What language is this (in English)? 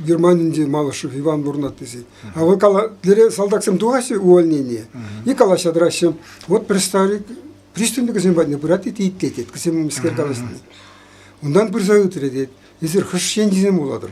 Chuvash